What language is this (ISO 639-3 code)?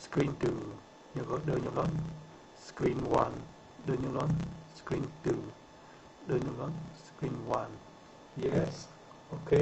mnw